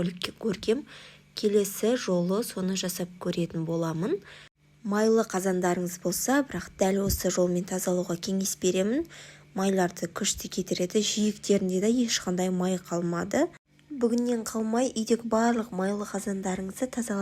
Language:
Kazakh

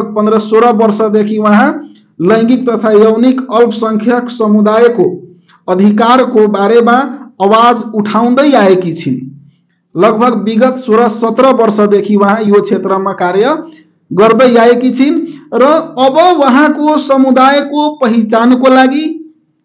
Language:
Nepali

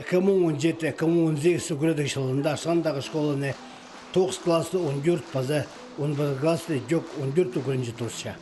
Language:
Khakas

